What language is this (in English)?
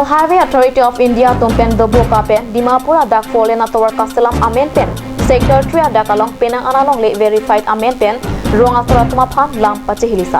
Karbi